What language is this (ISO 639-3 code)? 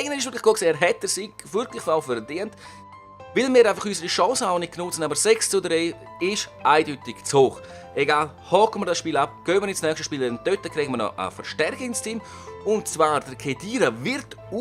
gsw